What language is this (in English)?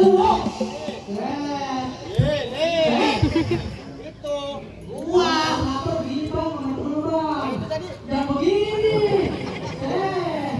Betawi